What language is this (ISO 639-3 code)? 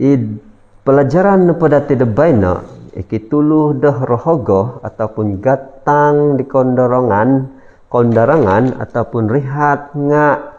dtp